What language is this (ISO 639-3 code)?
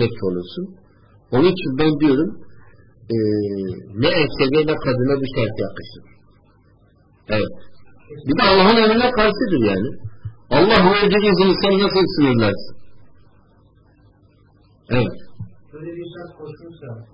tur